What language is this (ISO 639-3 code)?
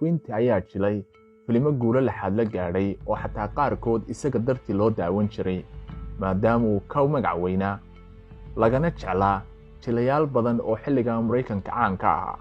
som